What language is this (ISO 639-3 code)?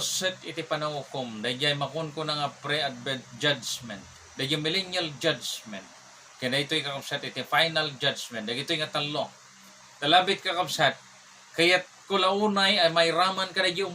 ilo